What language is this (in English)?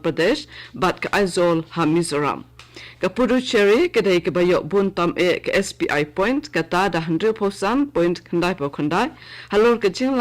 Khasi